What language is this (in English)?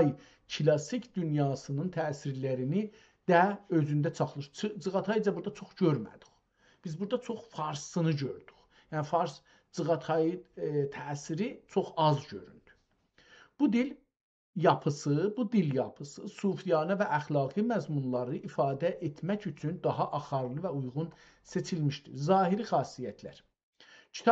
South Azerbaijani